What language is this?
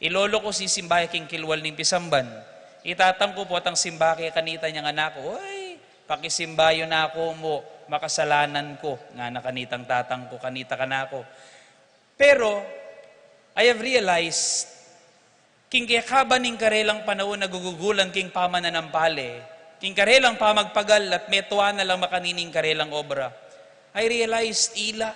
Pampanga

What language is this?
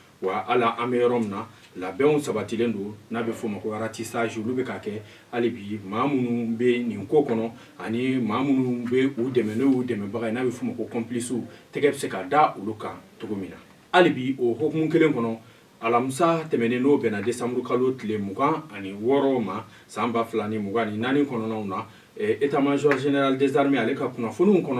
Bambara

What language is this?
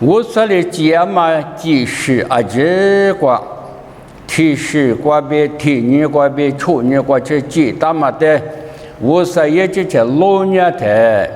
Lisu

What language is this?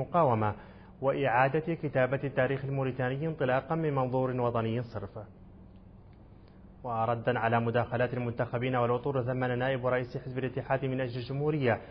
Arabic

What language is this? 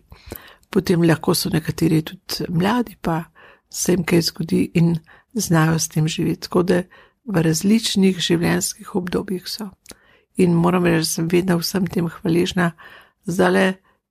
Slovenian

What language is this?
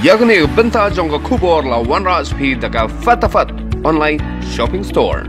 Khasi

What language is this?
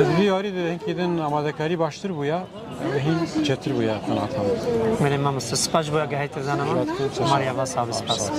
Kurdish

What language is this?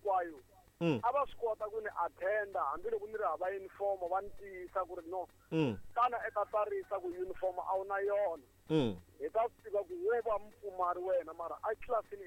Tsonga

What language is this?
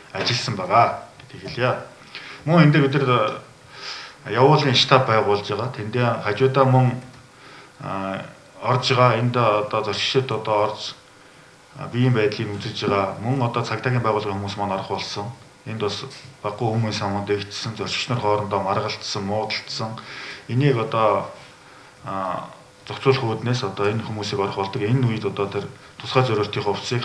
Mongolian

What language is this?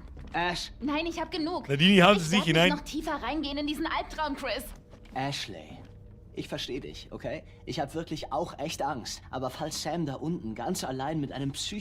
Bavarian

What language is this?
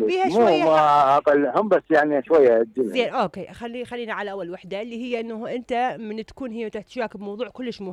Mesopotamian Arabic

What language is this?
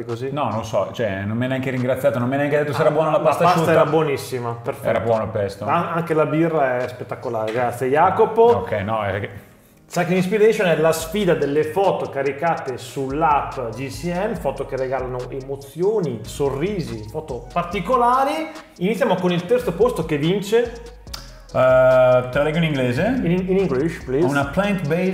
Italian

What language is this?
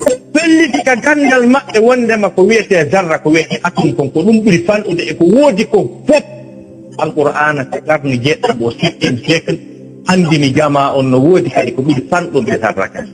Fula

